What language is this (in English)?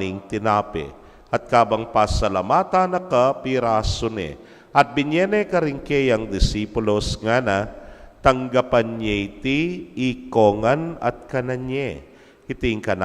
Pampanga